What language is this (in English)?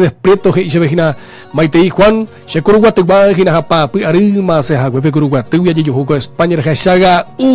Guarani